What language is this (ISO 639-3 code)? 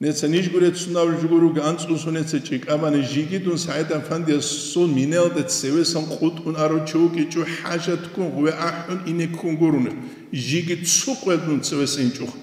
ava